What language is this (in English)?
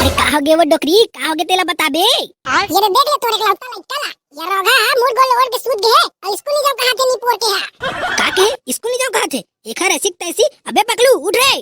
Chhattisgarhi